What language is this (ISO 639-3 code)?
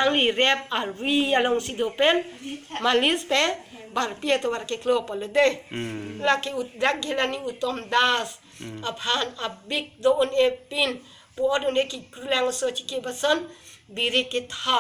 mjw